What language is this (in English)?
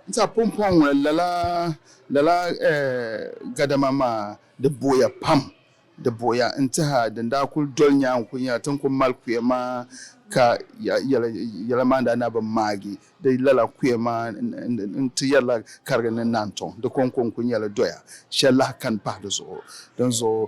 Dagbani